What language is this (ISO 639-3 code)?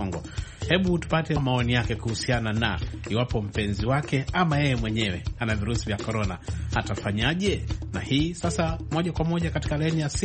swa